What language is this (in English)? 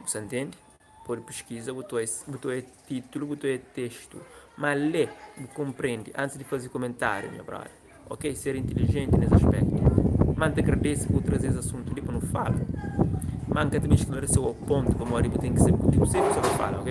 Kabuverdianu